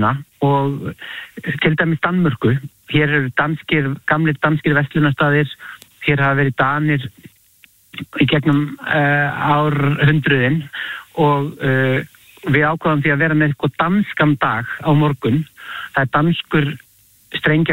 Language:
Icelandic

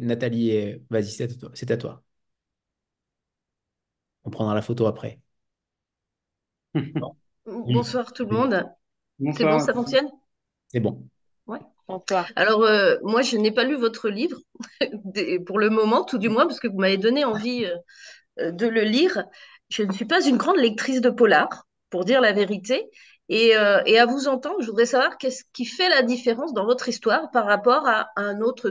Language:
French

